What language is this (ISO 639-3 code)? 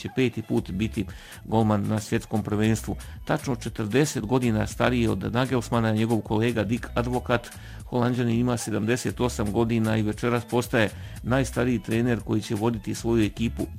bos